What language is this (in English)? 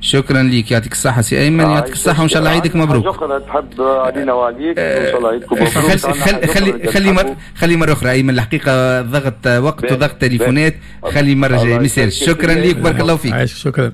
Tunisian Arabic